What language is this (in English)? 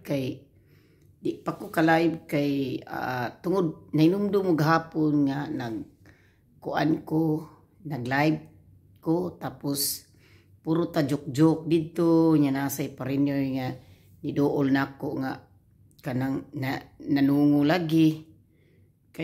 Cebuano